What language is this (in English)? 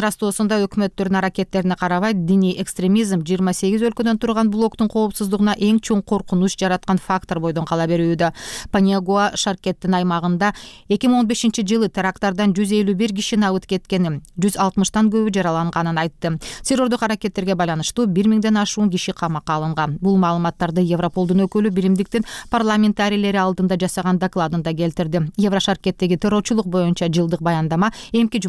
Kyrgyz